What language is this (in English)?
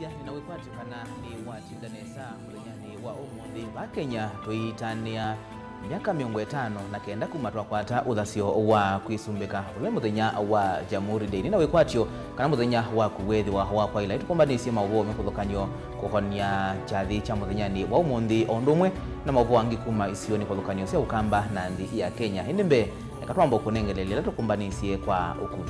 Kamba